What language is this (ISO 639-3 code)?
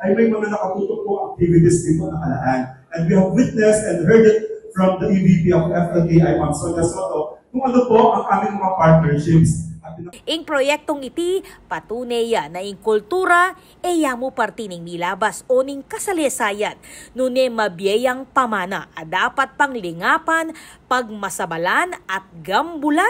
pam